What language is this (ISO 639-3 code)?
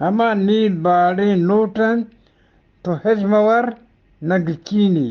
bgp